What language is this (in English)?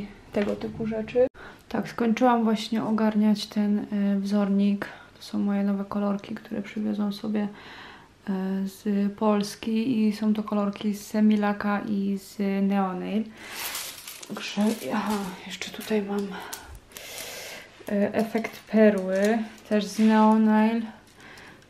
Polish